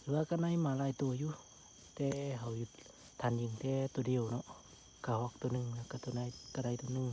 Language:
Lao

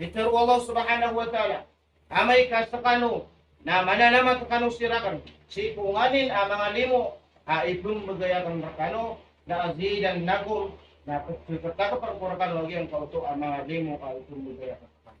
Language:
Maranao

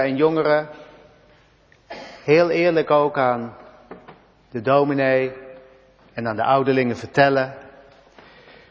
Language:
Dutch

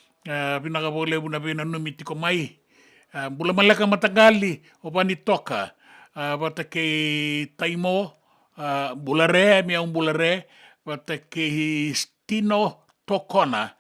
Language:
Fijian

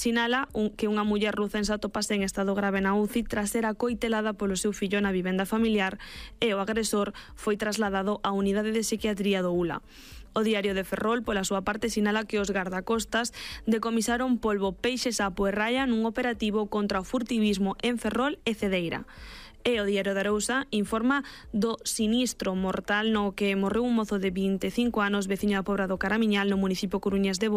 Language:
Galician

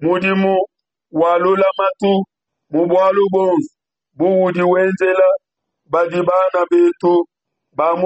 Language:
Luba-Lulua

